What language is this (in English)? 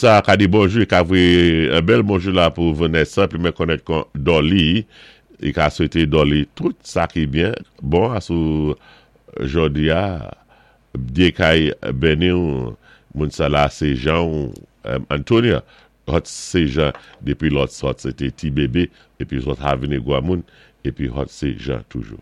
Saint Lucian Creole French